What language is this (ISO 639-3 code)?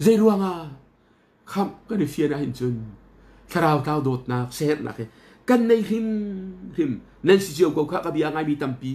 cnh